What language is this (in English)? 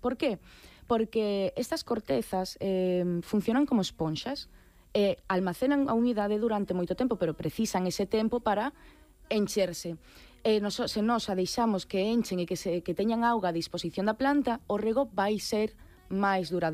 Galician